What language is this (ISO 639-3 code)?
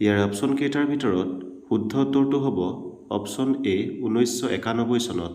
asm